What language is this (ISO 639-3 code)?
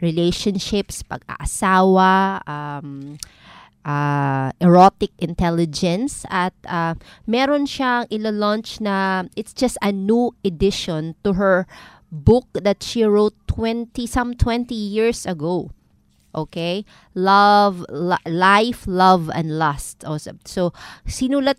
fil